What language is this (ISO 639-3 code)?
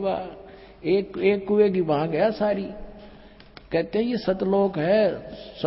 hin